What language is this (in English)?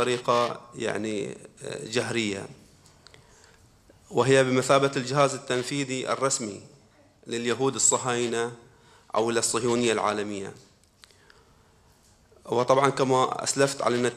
Arabic